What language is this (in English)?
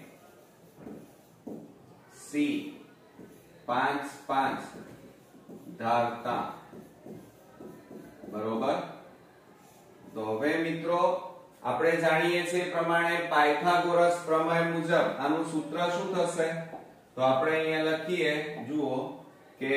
Gujarati